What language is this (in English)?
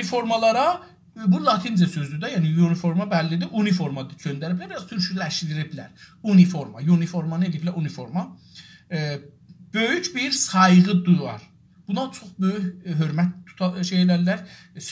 South Azerbaijani